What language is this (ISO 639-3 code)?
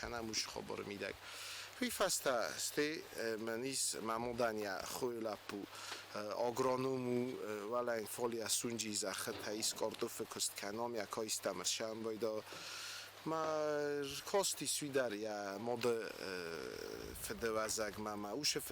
oss